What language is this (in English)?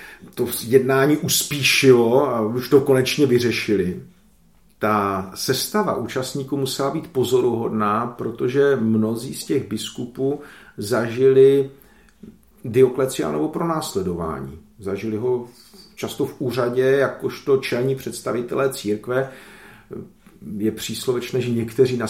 Czech